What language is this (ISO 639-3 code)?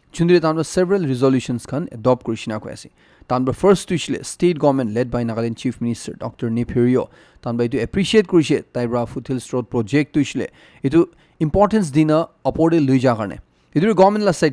nag